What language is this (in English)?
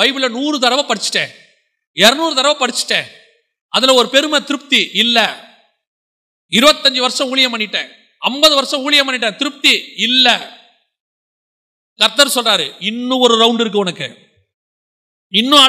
Tamil